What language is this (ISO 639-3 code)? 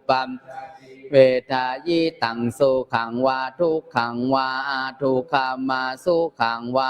pli